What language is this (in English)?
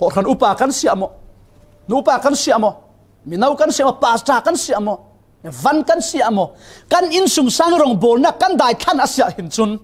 Falam Chin